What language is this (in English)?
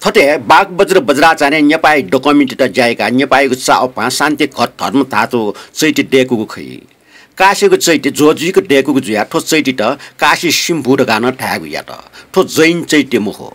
Newari